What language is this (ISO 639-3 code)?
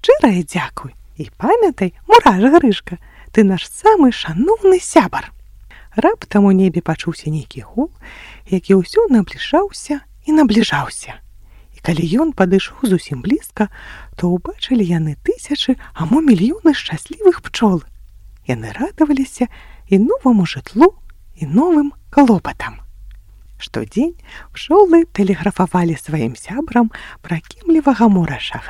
bel